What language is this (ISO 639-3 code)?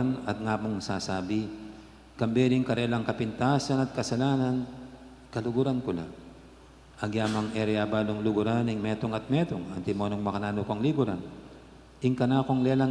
pam